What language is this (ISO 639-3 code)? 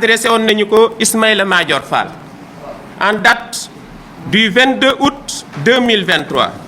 wol